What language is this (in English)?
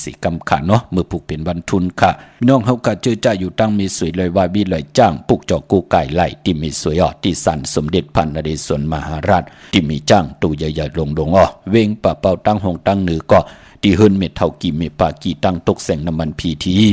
Shan